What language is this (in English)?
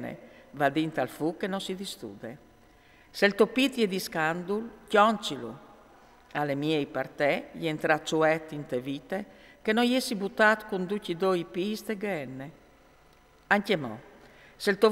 Friulian